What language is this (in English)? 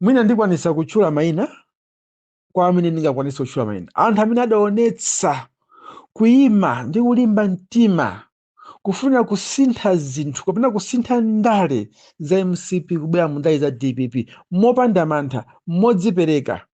Nyanja